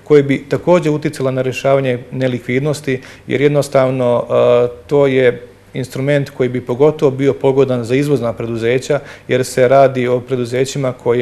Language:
Bosnian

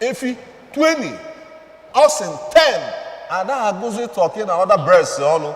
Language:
Igbo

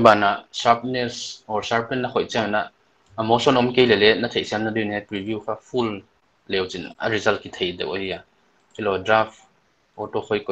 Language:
Paite Chin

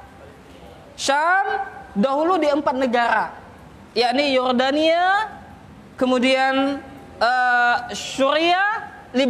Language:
Indonesian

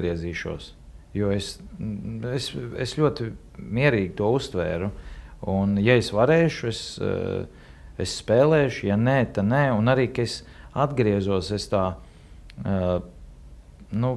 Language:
Latvian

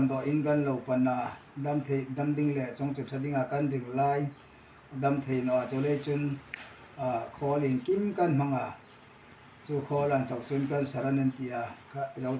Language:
Hmar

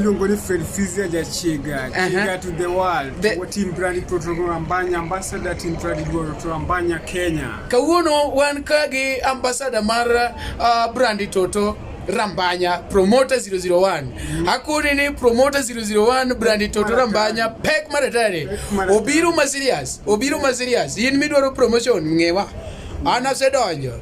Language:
Luo (Kenya and Tanzania)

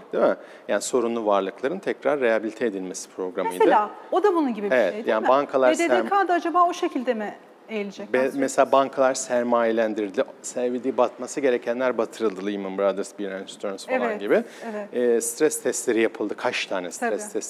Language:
Turkish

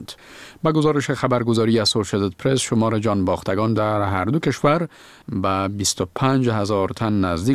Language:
Persian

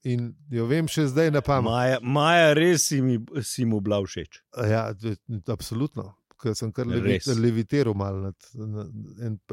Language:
Slovenian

